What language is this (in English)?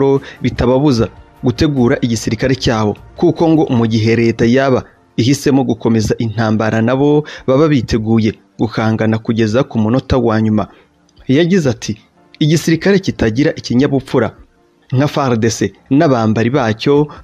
Kinyarwanda